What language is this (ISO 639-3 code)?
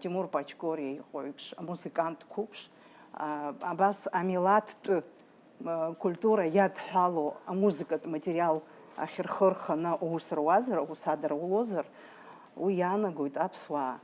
abk